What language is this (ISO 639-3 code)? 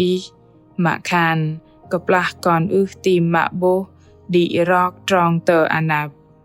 bdq